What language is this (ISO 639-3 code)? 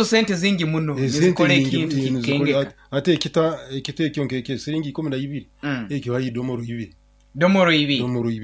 nyo